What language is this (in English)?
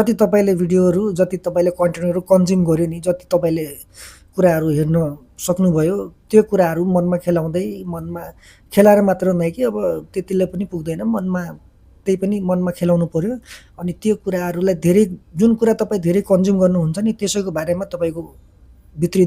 Nepali